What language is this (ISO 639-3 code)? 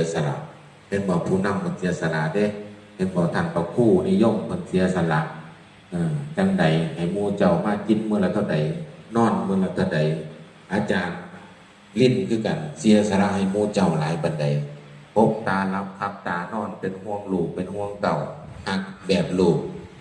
tts